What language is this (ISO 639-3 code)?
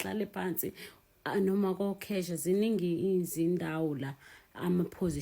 zul